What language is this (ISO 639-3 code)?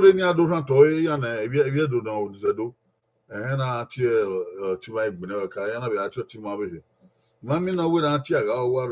bin